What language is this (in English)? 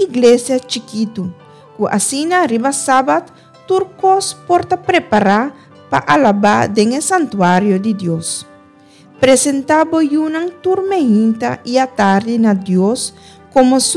Papiamento